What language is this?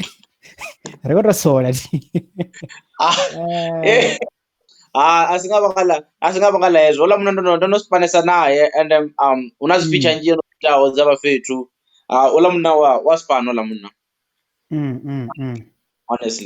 Venda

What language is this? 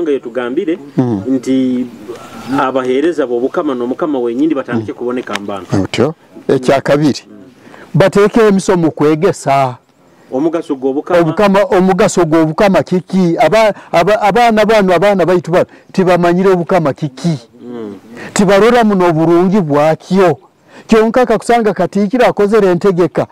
Nyoro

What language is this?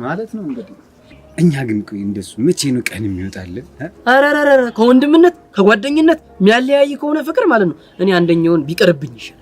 Amharic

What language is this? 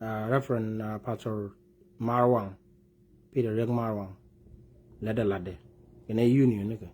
Nuer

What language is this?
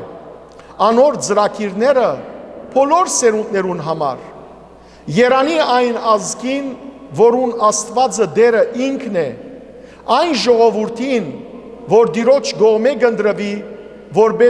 Western Armenian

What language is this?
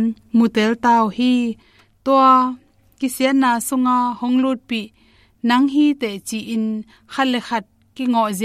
Tedim Chin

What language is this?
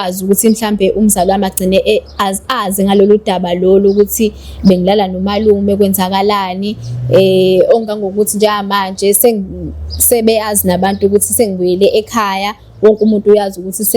Zulu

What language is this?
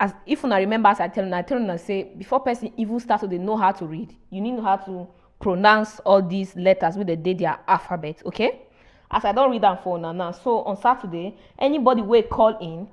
Nigerian Pidgin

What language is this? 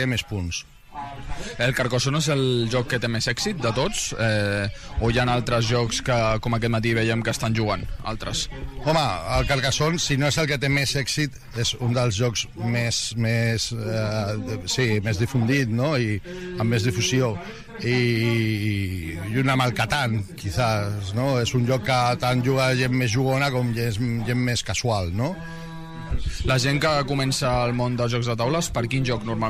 Catalan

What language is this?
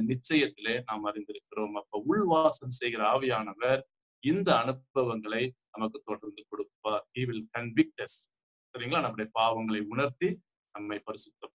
Tamil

